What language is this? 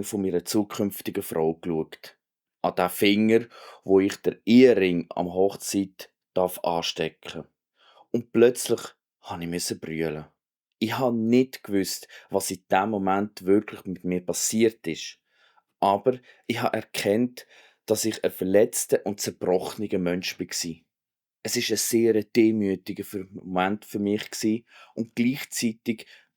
Swiss German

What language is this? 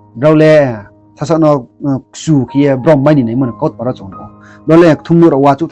Riang (India)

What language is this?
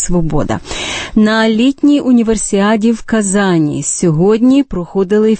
Ukrainian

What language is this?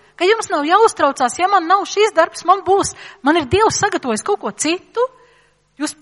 Latvian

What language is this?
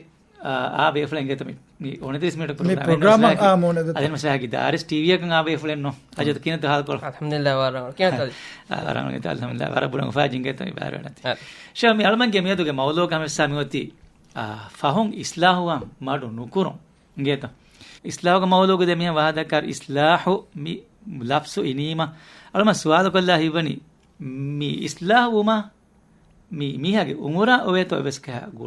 Divehi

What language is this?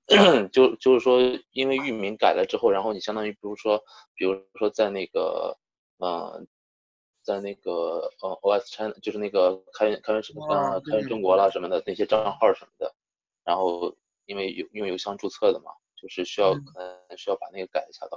Chinese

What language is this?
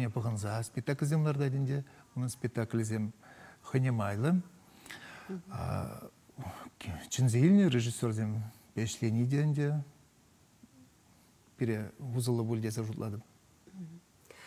Chuvash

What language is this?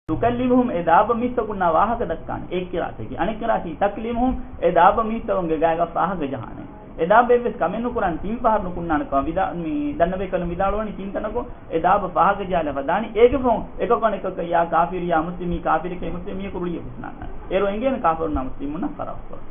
Divehi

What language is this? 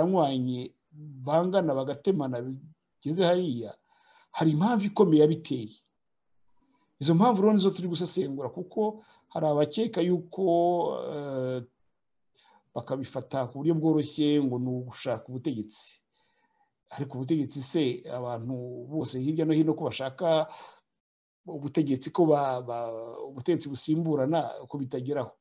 Kinyarwanda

